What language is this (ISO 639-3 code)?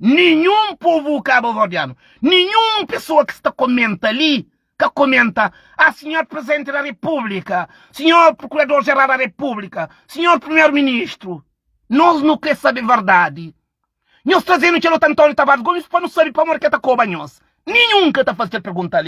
kea